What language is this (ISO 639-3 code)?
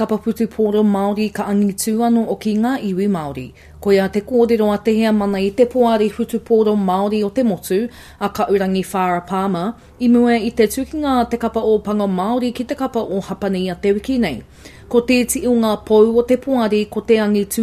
mri